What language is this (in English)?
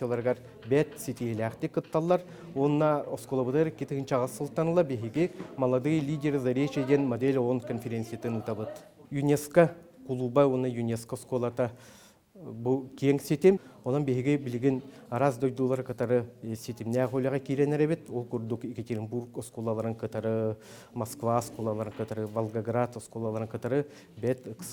Yakut